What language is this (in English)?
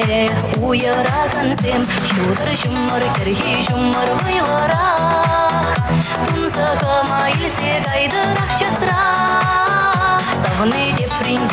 Chuvash